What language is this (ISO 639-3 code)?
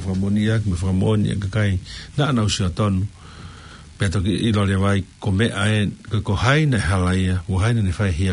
ton